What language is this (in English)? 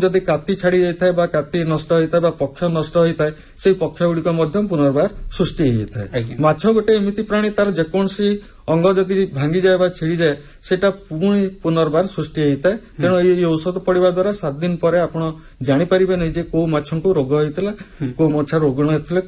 Odia